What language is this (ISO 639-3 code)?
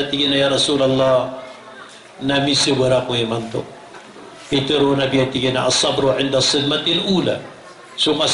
mrw